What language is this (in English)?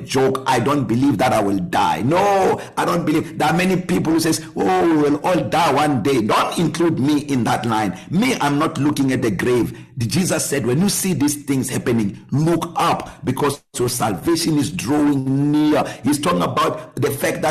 English